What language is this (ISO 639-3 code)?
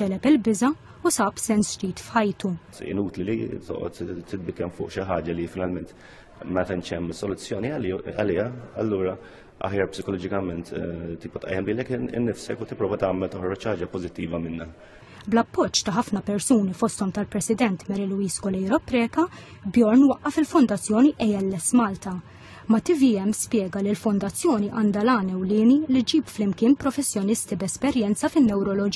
mlt